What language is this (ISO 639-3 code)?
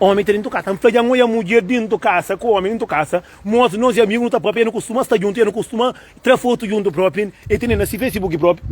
kea